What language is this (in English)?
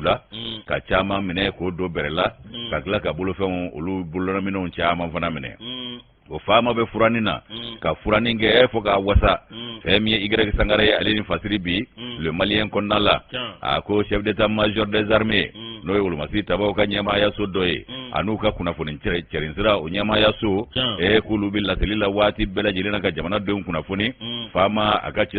Bambara